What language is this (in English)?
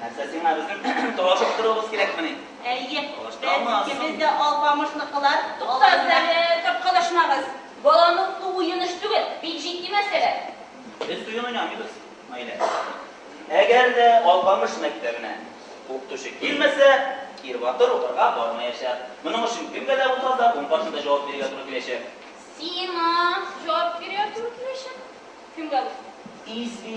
Tatar